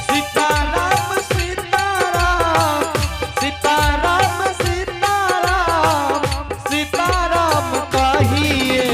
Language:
Angika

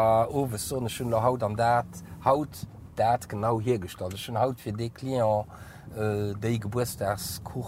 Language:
Luxembourgish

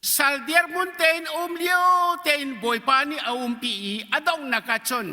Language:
Hakha Chin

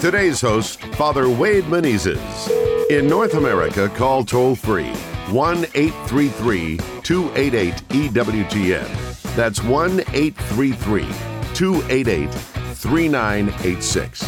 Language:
English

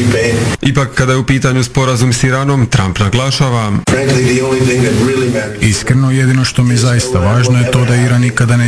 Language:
Croatian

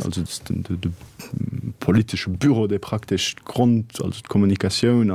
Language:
Luxembourgish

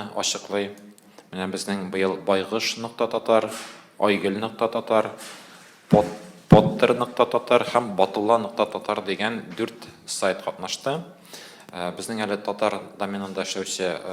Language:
Tatar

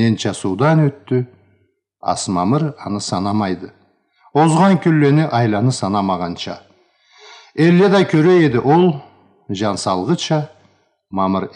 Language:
Karachay-Balkar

